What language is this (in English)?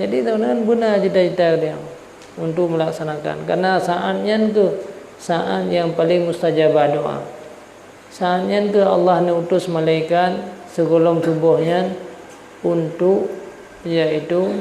Achinese